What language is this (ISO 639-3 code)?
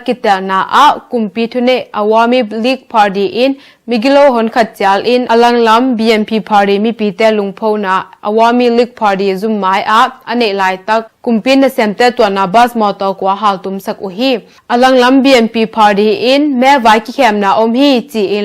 ctd